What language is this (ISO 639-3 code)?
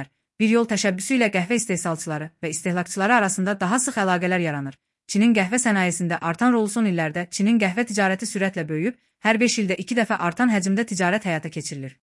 aze